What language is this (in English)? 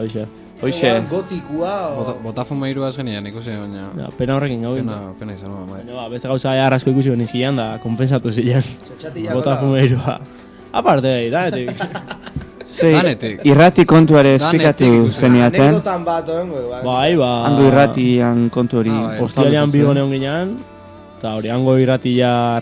Basque